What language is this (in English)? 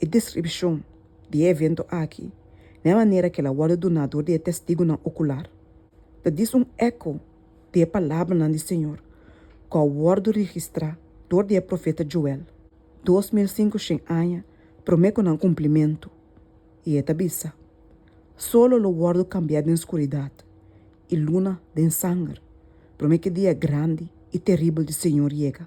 Papiamento